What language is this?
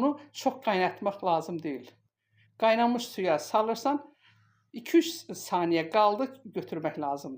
Azerbaijani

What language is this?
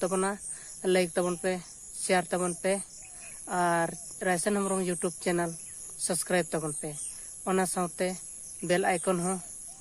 Santali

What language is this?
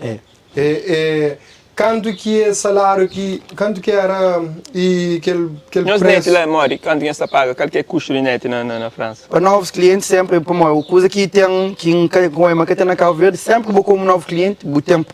Kabuverdianu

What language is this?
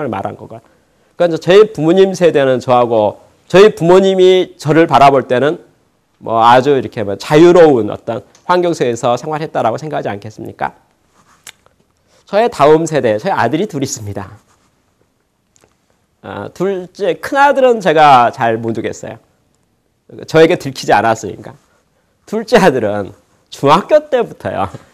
Korean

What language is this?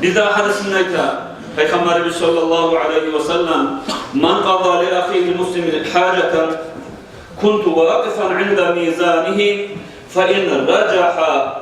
Kumyk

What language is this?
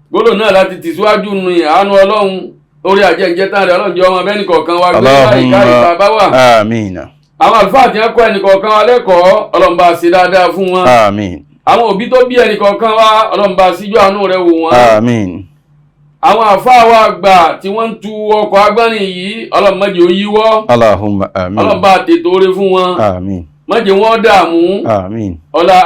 Yoruba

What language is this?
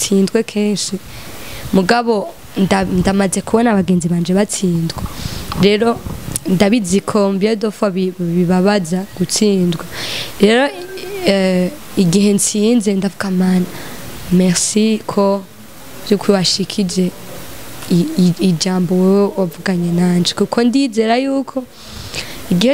Rundi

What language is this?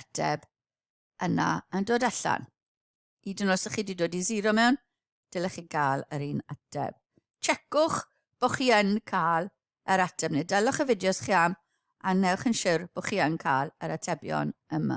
Welsh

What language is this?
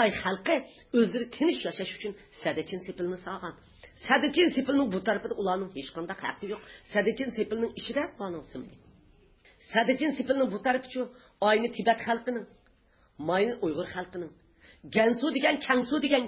Uyghur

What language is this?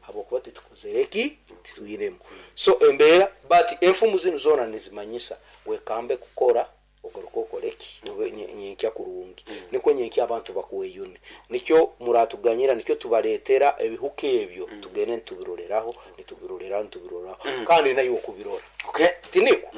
Nyankole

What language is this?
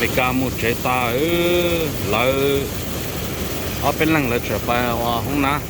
Hmong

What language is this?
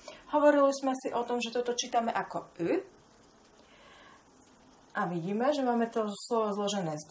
Slovak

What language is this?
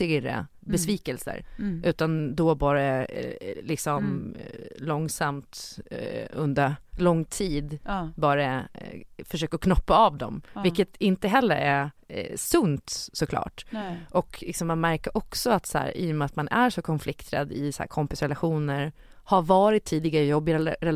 Swedish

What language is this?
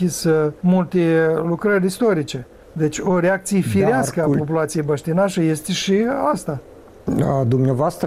Romanian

